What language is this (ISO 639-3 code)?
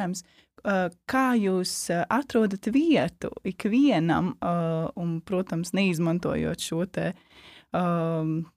lav